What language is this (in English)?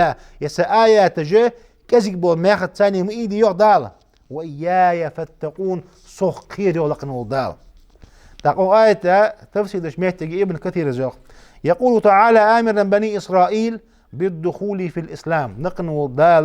Ingush